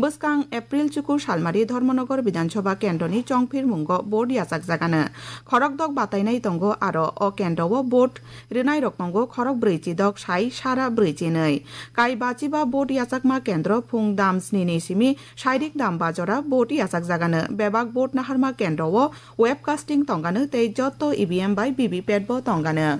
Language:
Kok Borok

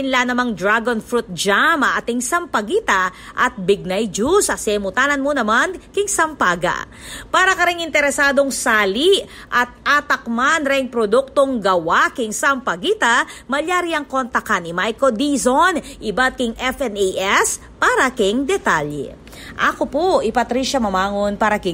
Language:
Pampanga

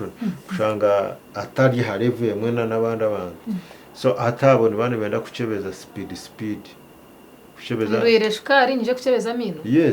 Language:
Nyankole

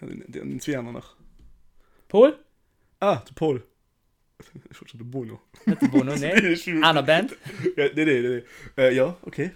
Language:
Luxembourgish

